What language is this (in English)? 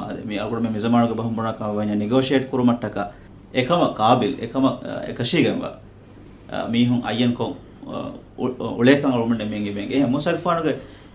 Divehi